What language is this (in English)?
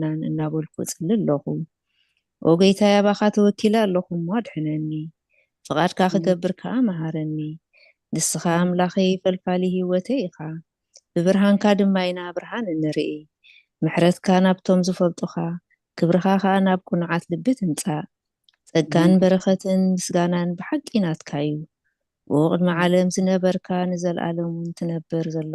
Tigrinya